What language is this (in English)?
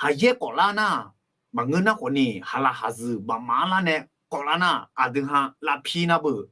Akha